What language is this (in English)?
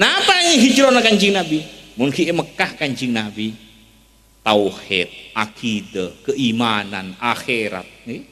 Madurese